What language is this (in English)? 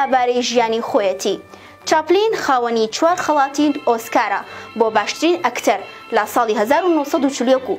Central Kurdish